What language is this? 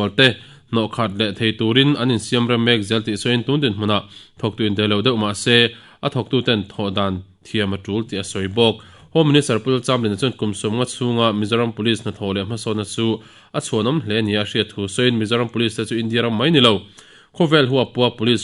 Mizo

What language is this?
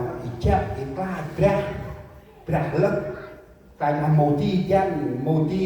Central Mnong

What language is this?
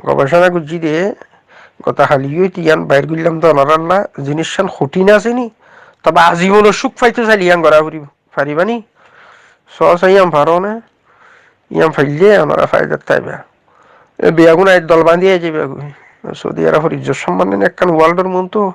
Rohingya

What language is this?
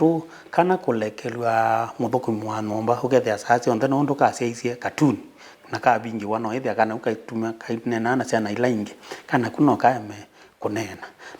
Kamba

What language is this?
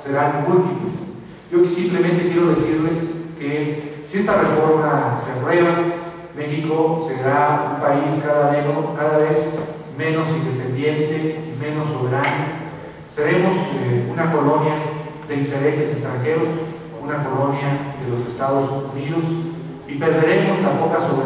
Spanish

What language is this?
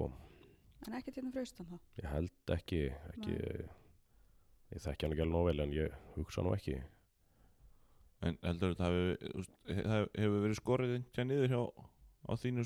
Icelandic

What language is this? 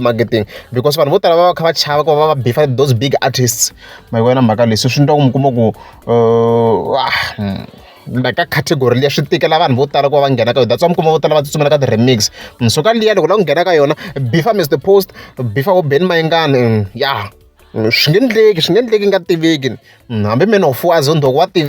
Tsonga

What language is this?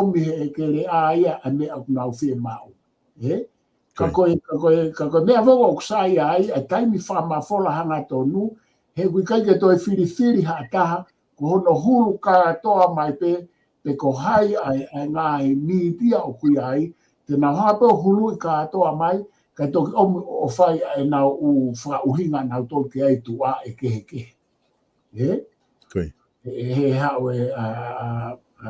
Tongan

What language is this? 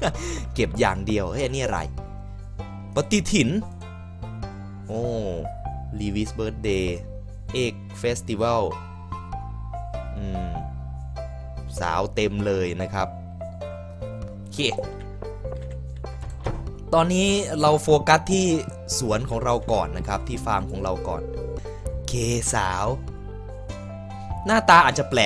Thai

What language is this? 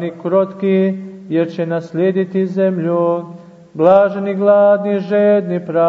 Serbian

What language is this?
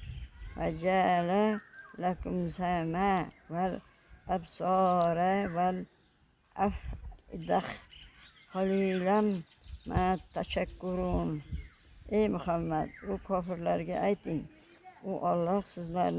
Uzbek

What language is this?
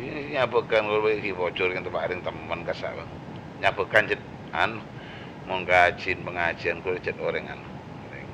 Madurese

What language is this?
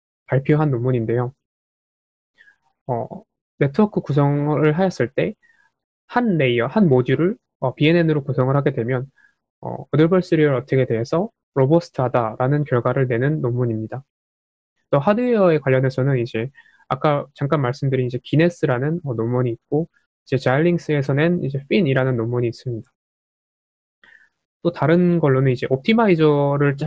Korean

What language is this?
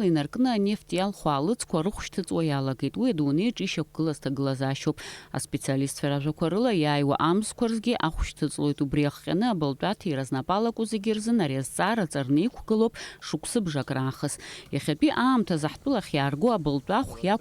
Abkhazian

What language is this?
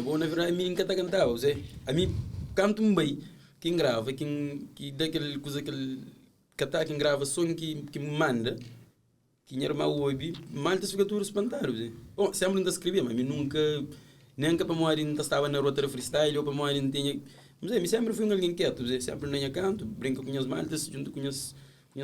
Kabuverdianu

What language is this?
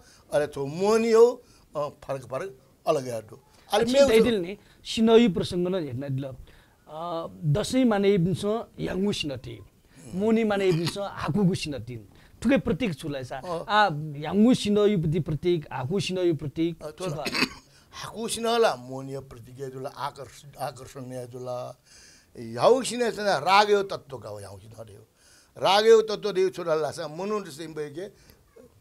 Newari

